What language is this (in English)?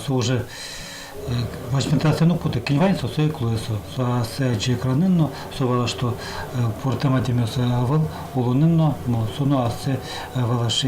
Udmurt